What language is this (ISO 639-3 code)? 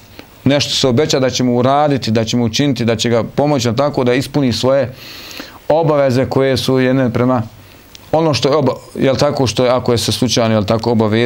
bos